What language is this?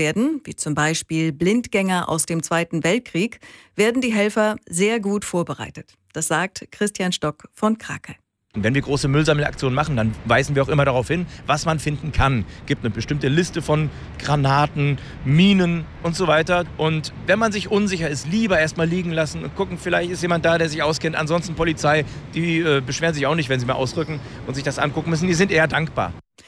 German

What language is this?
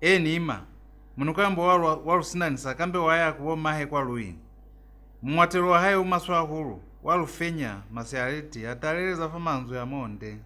Lozi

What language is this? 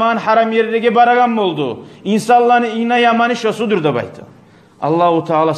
Kumyk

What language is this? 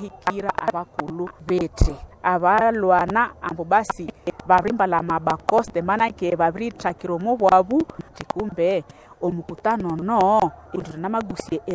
Nande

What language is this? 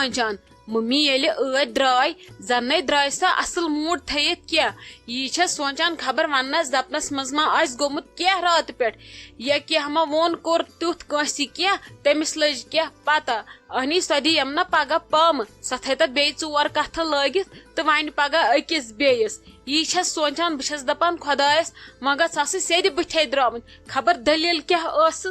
Kashmiri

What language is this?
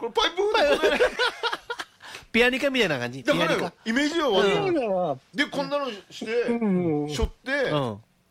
Japanese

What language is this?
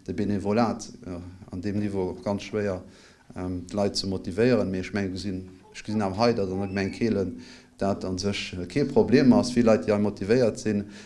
Luxembourgish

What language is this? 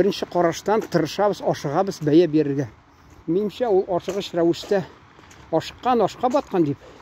Tatar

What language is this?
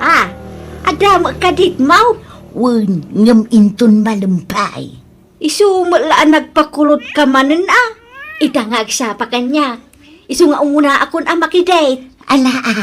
Iloko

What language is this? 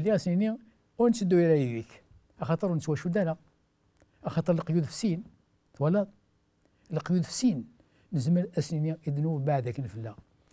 Kabyle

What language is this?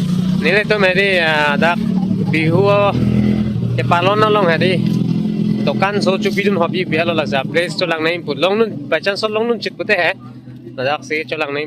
Karbi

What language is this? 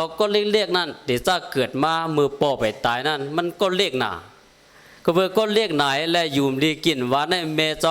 Shan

